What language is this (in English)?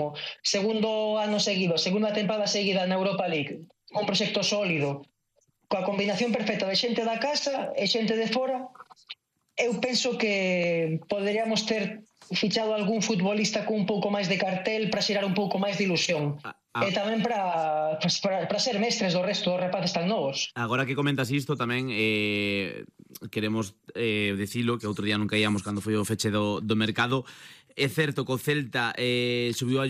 Galician